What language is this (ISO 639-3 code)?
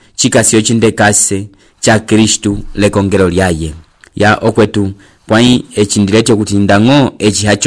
umb